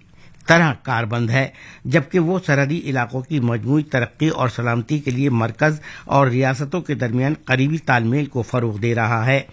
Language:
Urdu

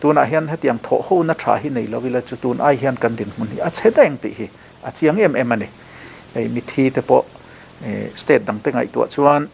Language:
Mizo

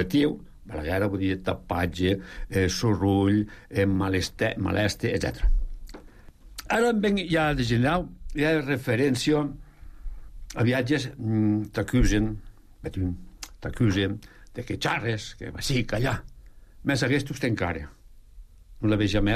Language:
Catalan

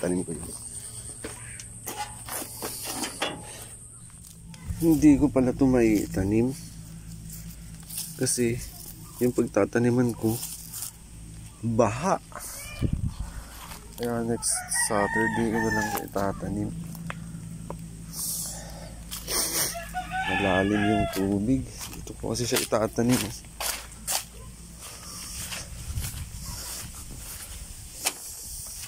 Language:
Filipino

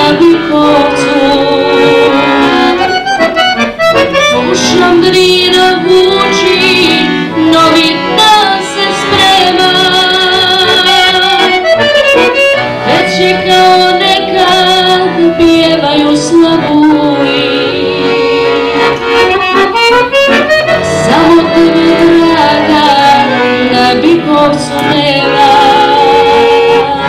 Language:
Serbian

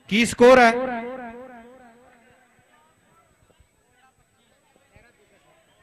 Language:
Punjabi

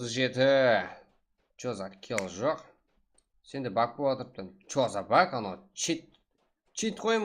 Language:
Kara-Kalpak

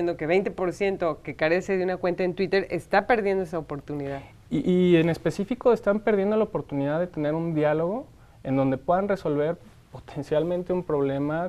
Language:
Spanish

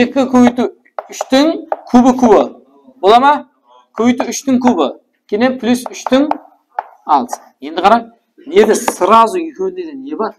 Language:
Kara-Kalpak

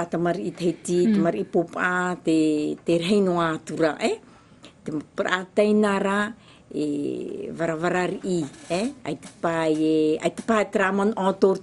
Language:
Tahitian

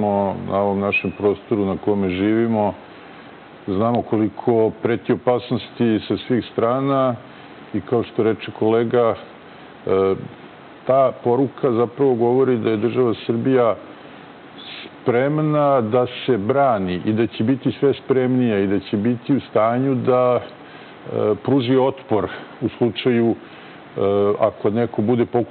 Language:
Serbian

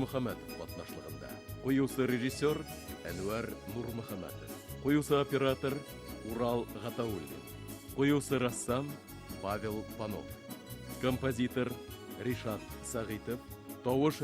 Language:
Bashkir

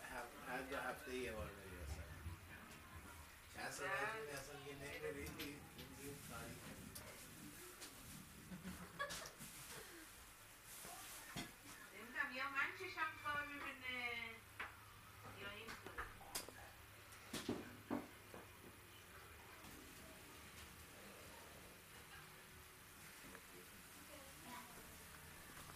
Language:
Persian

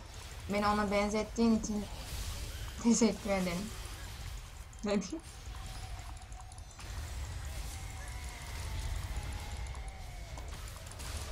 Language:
Turkish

